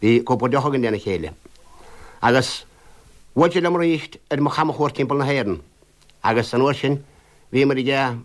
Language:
Irish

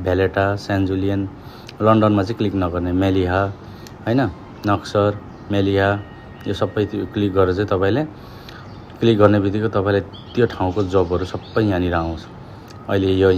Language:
Nepali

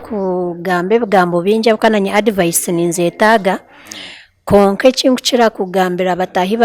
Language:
Nyankole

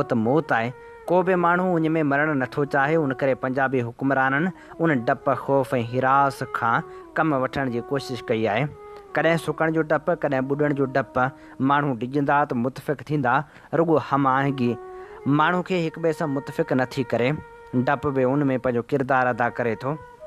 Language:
Sindhi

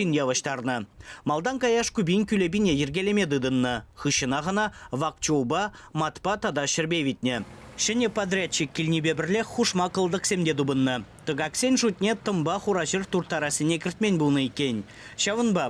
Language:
Chuvash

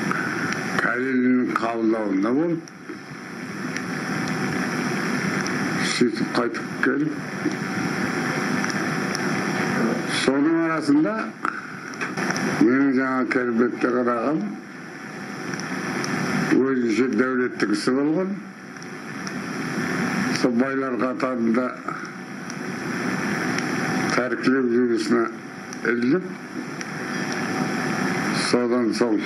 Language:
Kazakh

